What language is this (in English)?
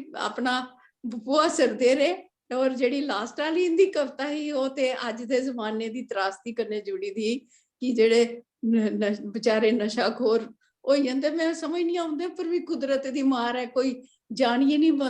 Dogri